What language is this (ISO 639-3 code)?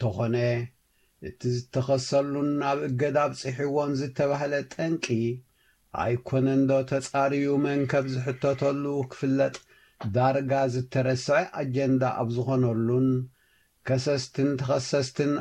tir